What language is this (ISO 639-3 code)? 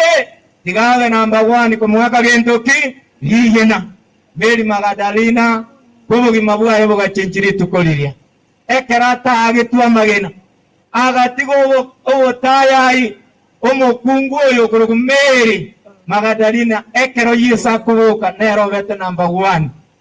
guz